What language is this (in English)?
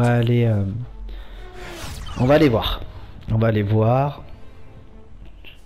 French